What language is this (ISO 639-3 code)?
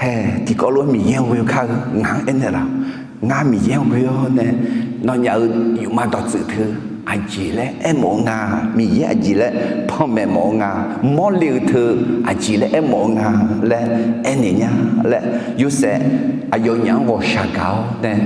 ahk